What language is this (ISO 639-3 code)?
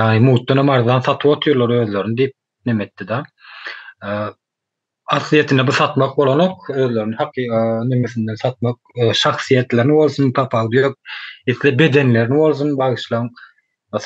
tuk